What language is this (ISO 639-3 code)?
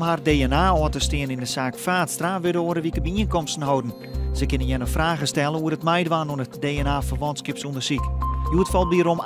fry